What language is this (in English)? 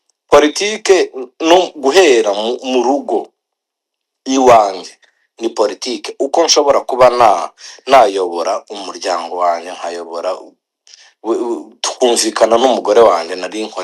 Kinyarwanda